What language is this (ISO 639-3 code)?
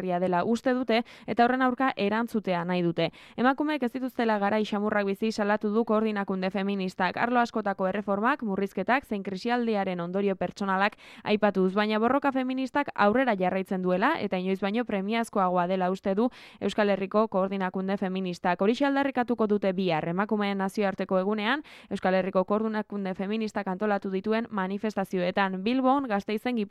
eus